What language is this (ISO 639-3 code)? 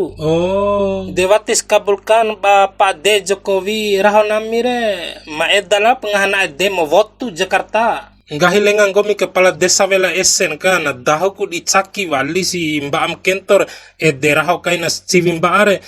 bhp